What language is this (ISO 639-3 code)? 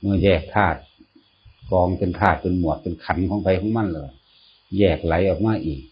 tts